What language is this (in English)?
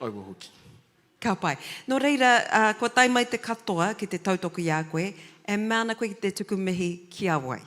Māori